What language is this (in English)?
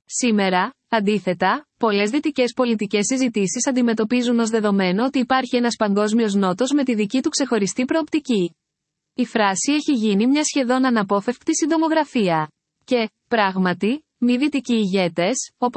Greek